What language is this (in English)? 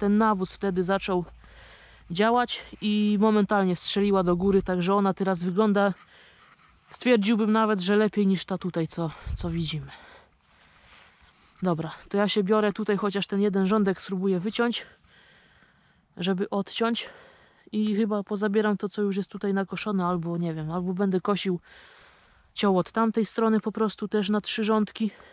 Polish